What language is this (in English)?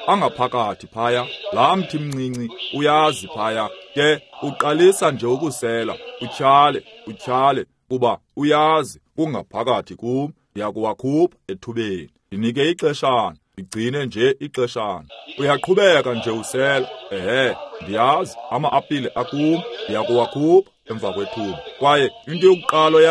Xhosa